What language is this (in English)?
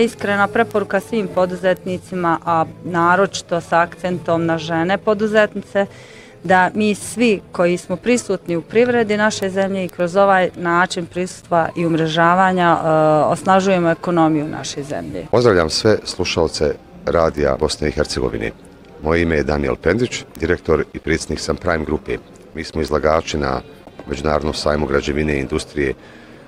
Bosnian